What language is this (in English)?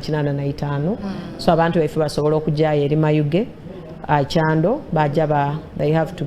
Soga